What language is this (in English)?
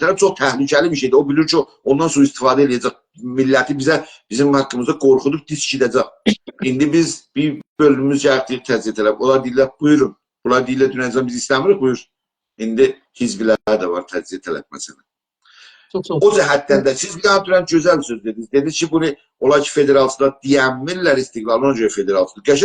South Azerbaijani